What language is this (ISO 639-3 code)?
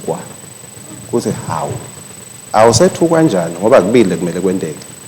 ssw